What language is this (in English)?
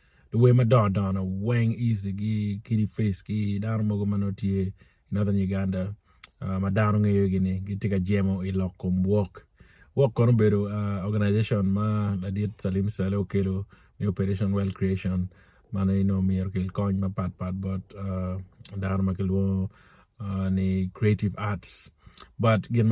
Acoli